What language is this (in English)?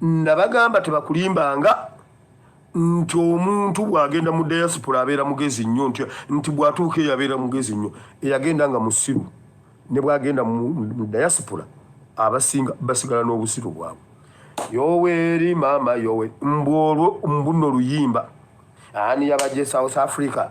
Ganda